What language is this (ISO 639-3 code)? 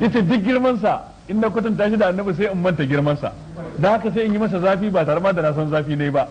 hau